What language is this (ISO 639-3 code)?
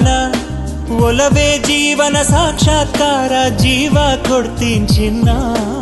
kan